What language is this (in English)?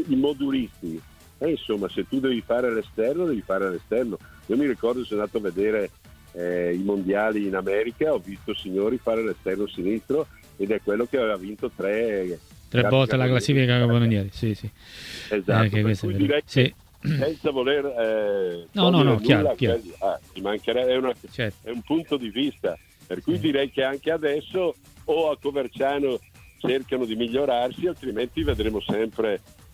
Italian